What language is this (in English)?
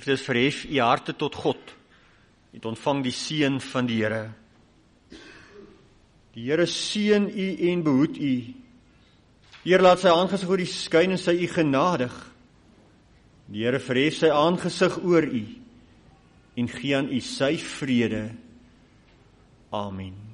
Afrikaans